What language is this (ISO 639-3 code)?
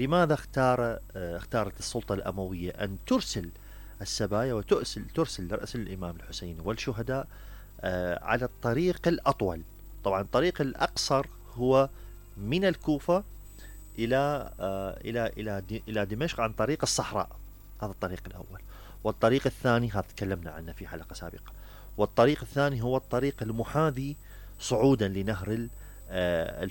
acm